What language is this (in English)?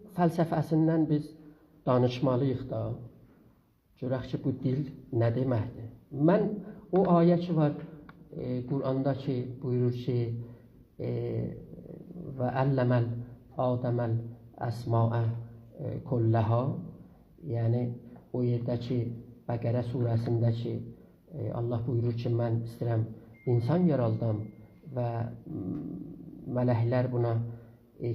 South Azerbaijani